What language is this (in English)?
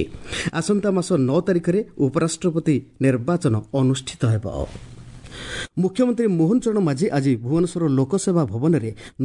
Odia